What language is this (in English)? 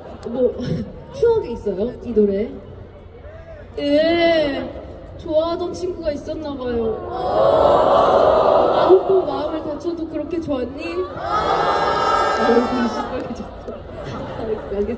Korean